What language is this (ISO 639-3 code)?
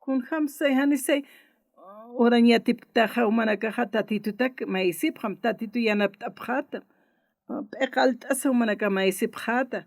aym